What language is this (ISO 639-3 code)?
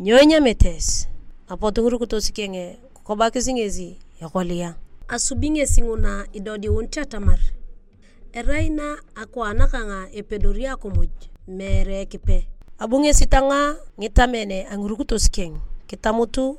tuv